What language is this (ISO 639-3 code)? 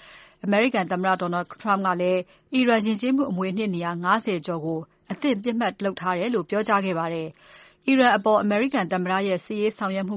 mya